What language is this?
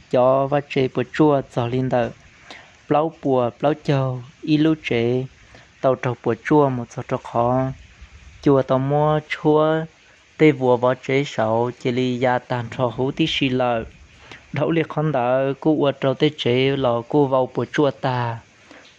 Hmong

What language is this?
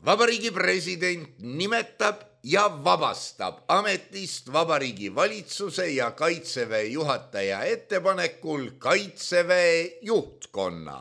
Estonian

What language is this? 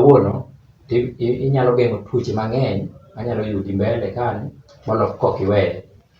Luo (Kenya and Tanzania)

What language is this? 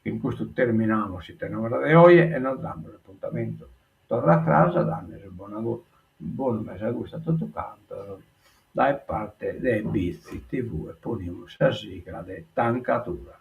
Sardinian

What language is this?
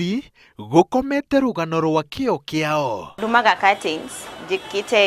Kikuyu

